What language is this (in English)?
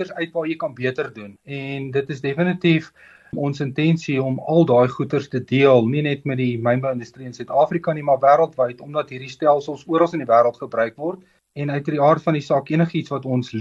Afrikaans